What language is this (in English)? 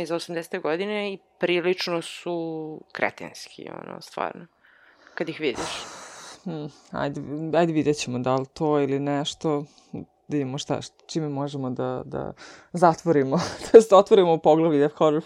Serbian